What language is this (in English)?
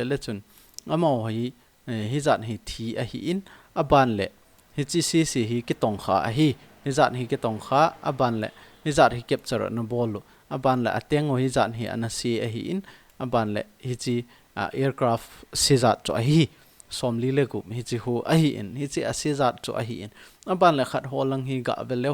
Thado Chin